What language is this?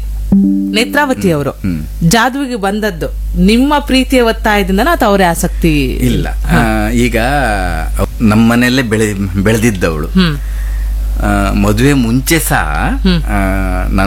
Kannada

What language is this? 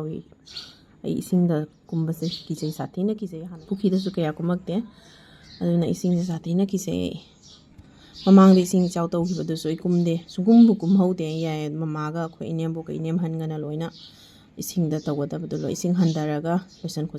Manipuri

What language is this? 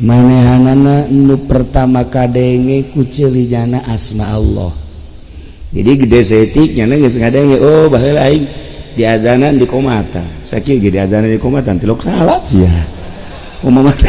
Sundanese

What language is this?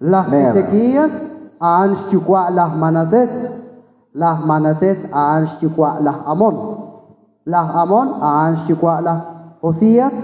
Kekchí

